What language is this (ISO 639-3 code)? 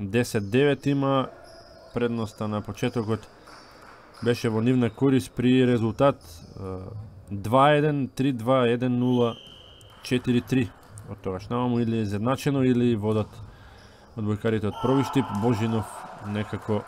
mkd